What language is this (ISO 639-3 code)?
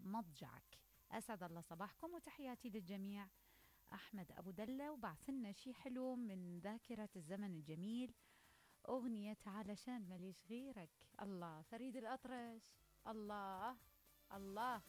acm